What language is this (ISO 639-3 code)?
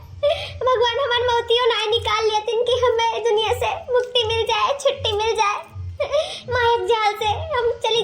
awa